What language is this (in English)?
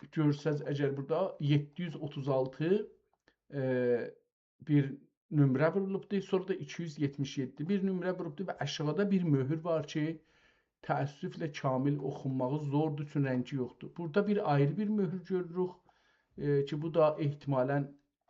South Azerbaijani